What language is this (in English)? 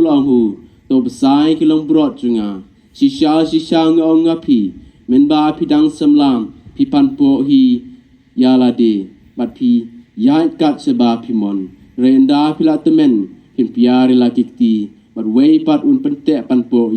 Khasi